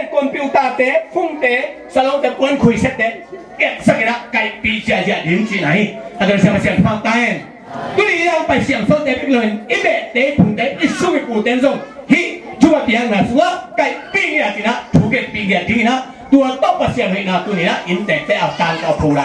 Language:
Tedim Chin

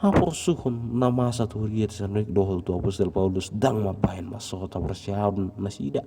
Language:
Batak Toba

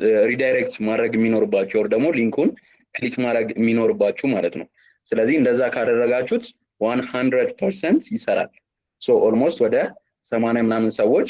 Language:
Amharic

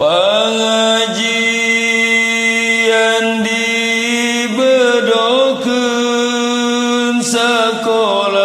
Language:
Sundanese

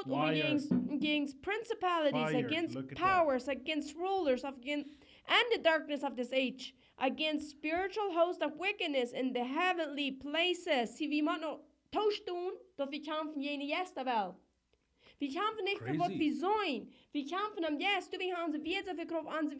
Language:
Plautdietsch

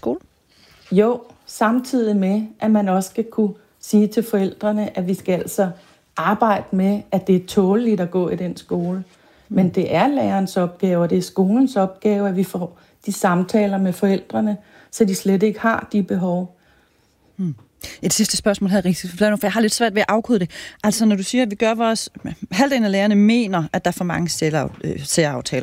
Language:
Danish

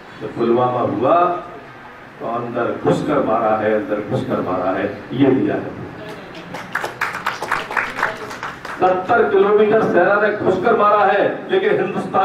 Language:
Hindi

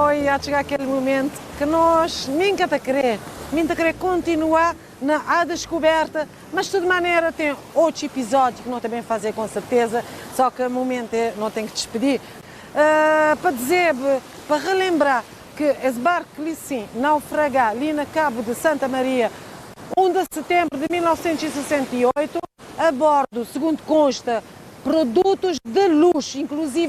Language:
Kabuverdianu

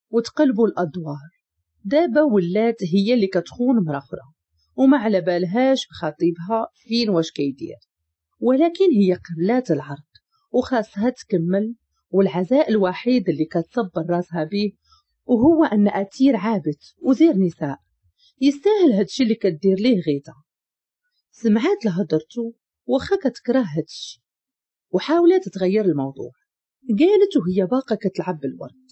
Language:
Moroccan Arabic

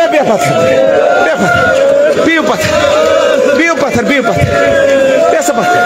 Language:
Kashmiri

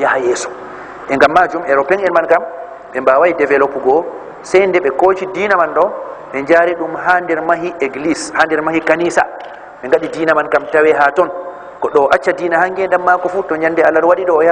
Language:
Fula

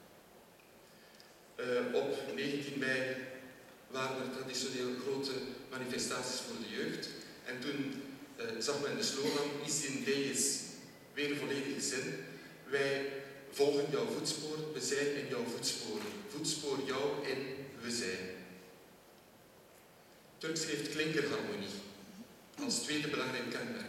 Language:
Dutch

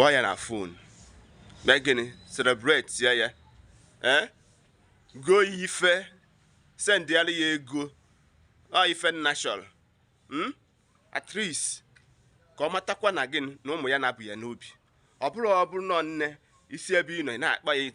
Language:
Igbo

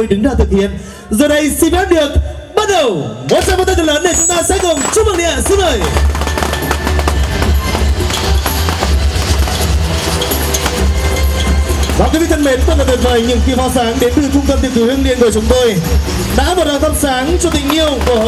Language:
Vietnamese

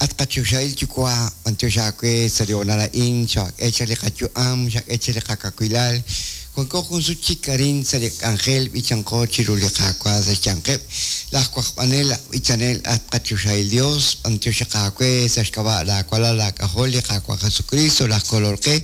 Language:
Kekchí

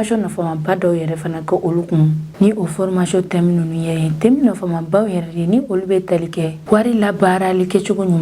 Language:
Bambara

